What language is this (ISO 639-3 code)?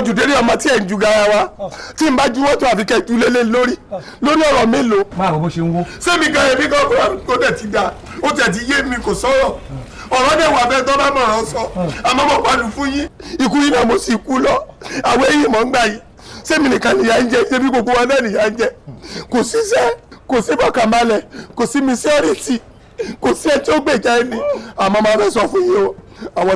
yor